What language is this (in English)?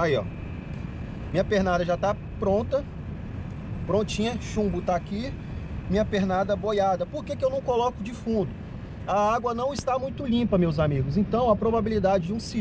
Portuguese